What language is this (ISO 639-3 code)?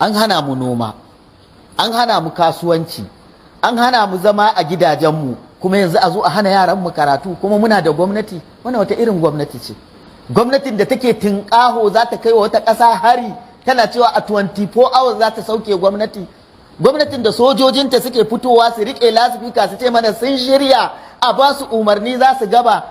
hau